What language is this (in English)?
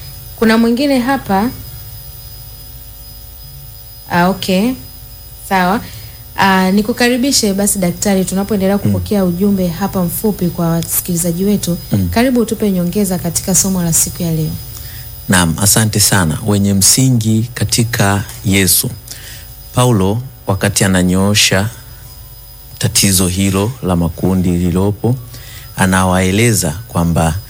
Swahili